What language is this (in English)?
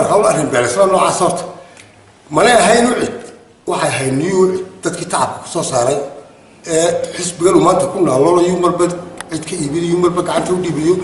Somali